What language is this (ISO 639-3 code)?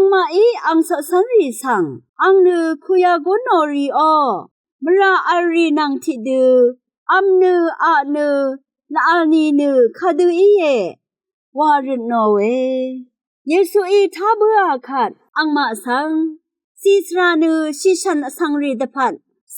raw